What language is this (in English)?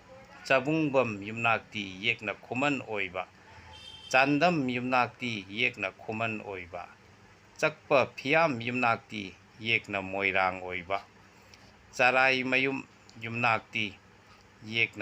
Manipuri